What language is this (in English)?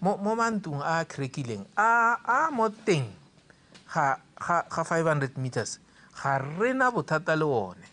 Tswana